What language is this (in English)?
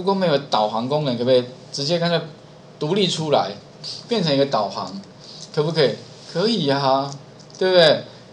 Chinese